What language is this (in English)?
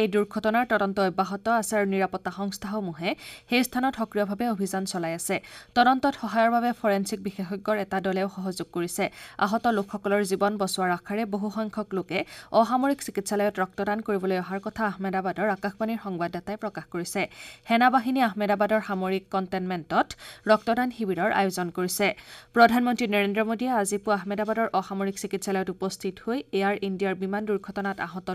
Assamese